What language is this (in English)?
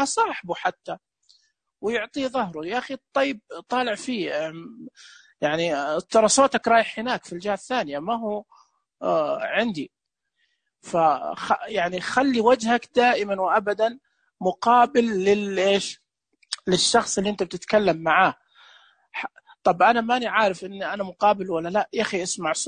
Najdi Arabic